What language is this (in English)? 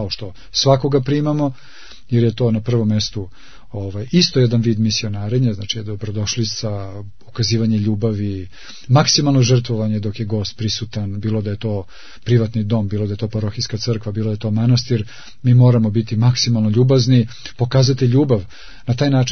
Serbian